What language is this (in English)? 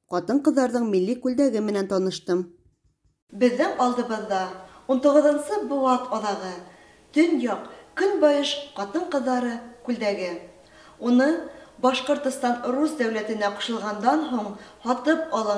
Bashkir